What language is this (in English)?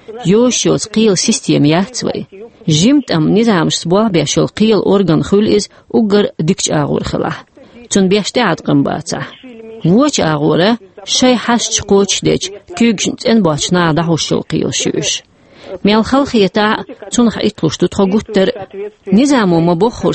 Chechen